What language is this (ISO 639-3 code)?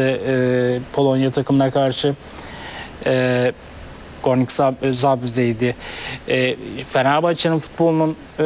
tur